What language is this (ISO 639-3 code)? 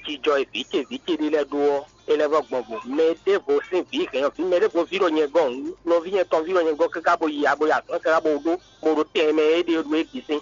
fon